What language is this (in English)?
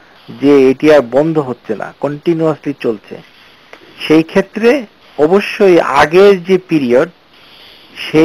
Bangla